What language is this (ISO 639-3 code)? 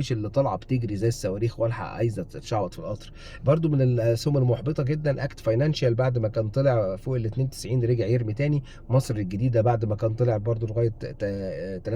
arz